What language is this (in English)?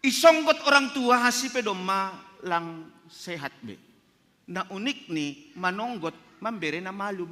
Batak Simalungun